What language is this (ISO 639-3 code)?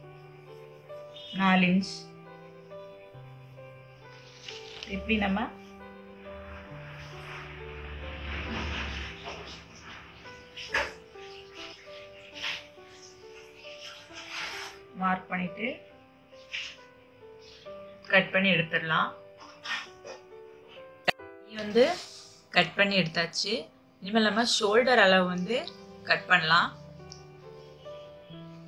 tam